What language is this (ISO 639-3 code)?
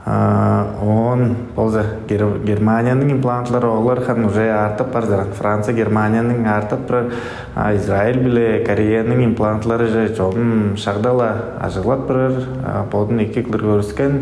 tyv